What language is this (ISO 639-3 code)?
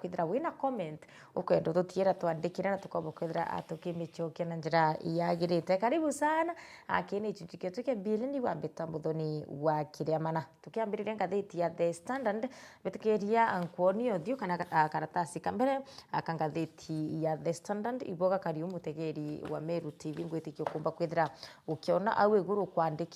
mer